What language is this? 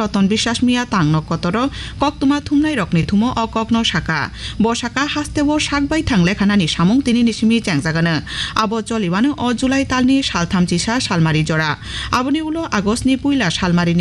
Kok Borok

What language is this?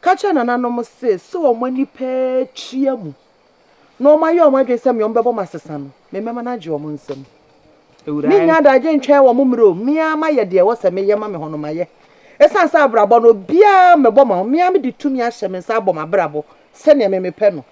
Akan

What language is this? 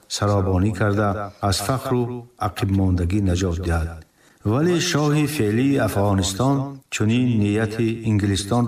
Tajik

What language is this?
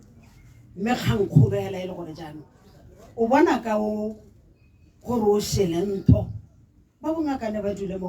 Tswana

